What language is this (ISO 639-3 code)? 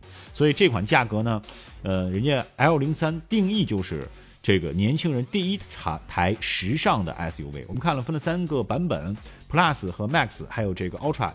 zho